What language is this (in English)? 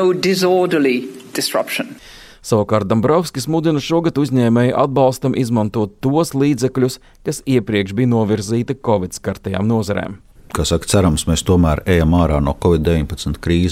Latvian